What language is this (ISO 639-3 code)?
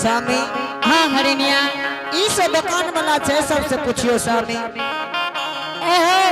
anp